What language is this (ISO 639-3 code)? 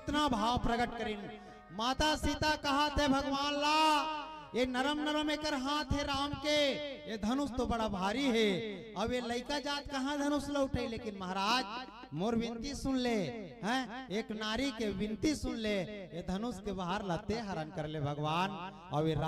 hne